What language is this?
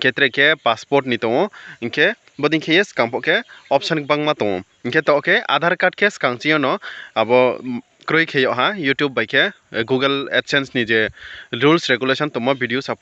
Riang (India)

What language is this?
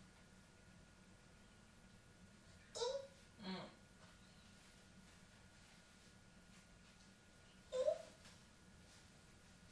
Japanese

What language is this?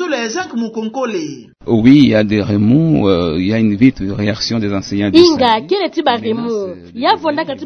Kituba (Democratic Republic of Congo)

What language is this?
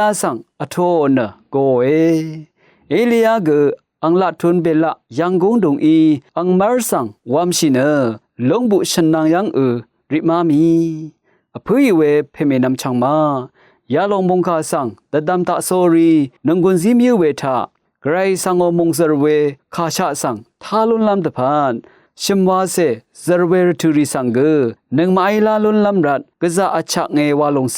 Rawang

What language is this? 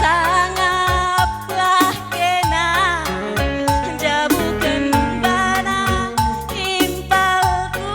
Batak Karo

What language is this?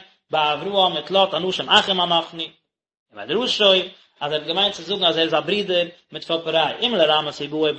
Yiddish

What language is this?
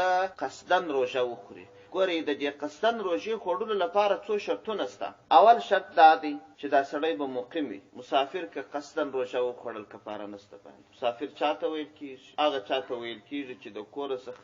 Pashto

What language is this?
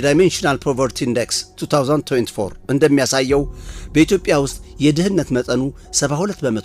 Amharic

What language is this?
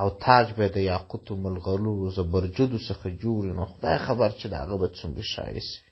Pashto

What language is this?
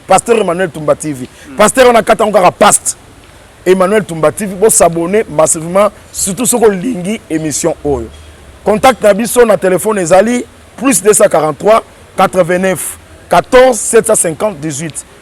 Lingala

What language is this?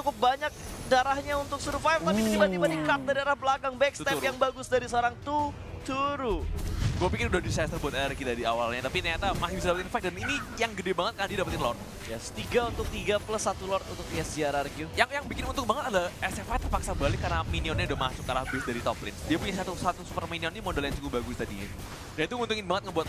Indonesian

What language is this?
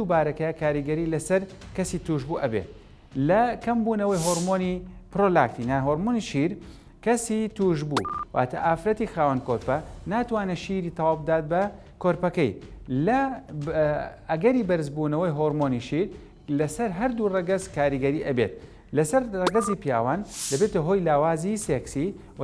Central Kurdish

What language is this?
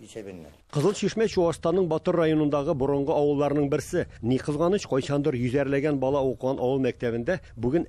Tatar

